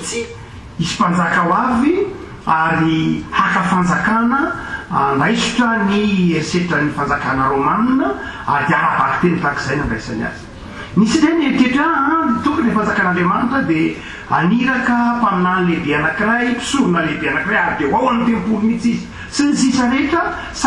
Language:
Malagasy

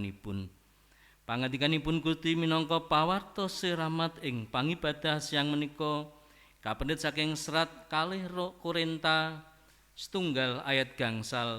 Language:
Javanese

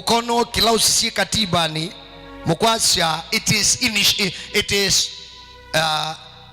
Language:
Kamba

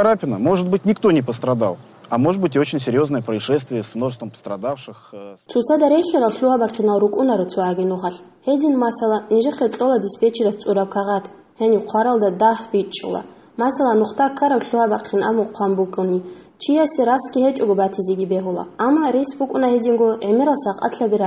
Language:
Avaric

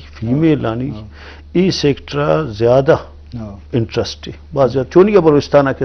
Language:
Eastern Balochi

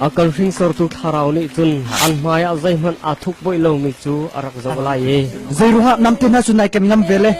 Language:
Hakha Chin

